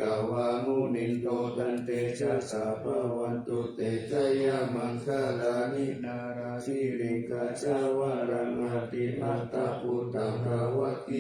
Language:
Pali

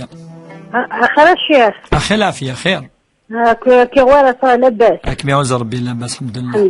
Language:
Kabyle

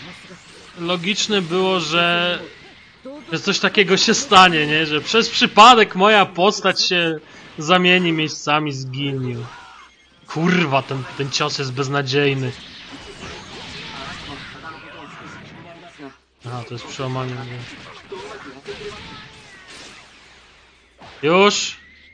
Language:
Polish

